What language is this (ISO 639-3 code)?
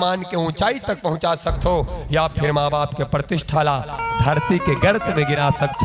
hne